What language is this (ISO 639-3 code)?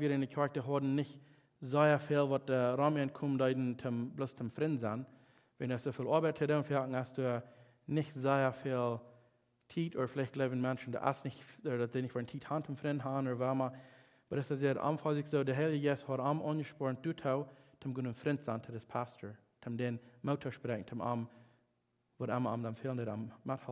pdt